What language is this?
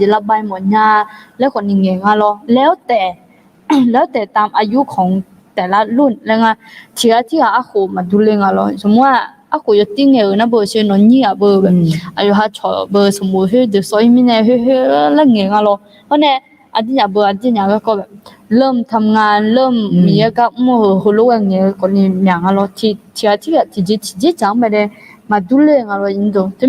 Akha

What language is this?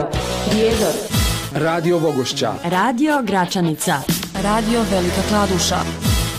Bosnian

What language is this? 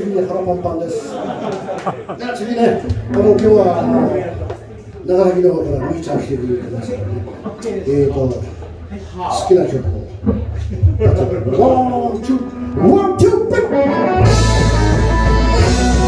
Japanese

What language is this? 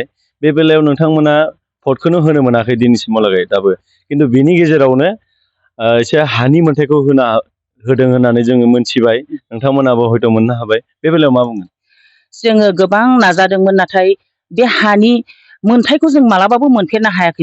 Bodo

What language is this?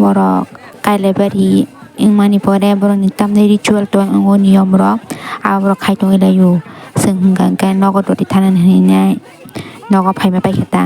Kok Borok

